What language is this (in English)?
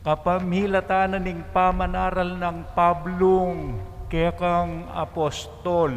Pampanga